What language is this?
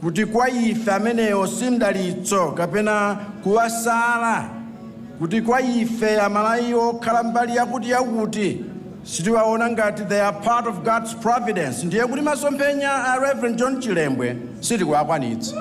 Nyanja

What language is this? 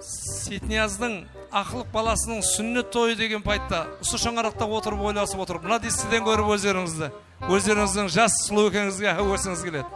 Kara-Kalpak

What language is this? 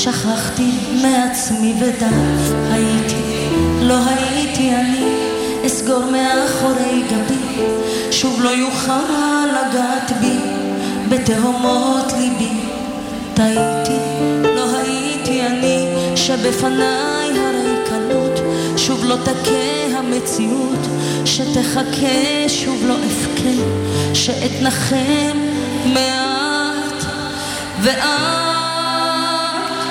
Hebrew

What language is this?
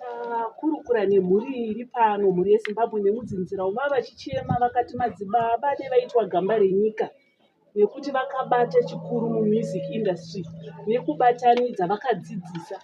Shona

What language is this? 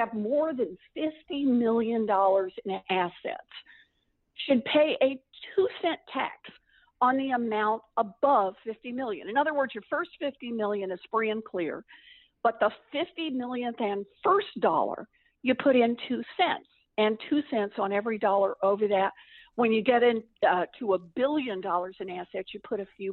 English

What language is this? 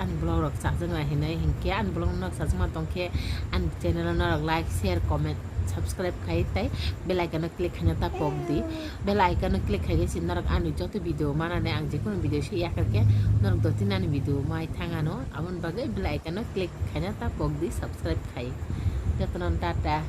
Kok Borok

